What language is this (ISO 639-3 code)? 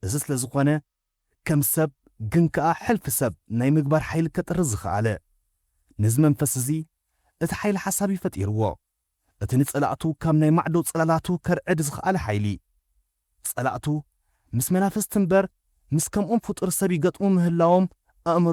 tir